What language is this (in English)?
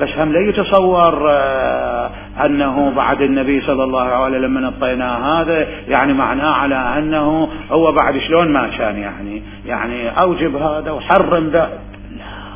Mesopotamian Arabic